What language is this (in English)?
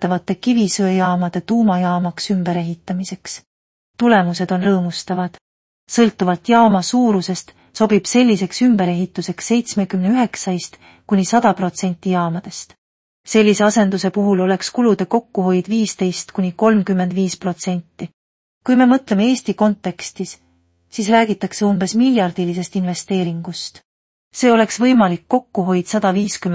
Estonian